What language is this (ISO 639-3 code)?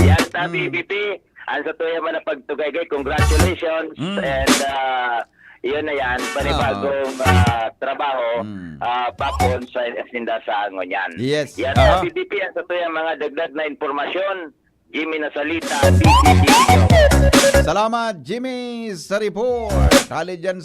bik